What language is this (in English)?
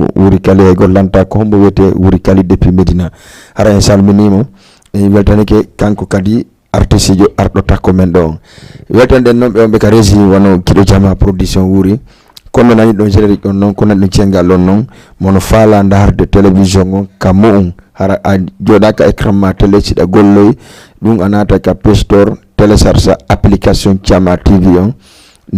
Fula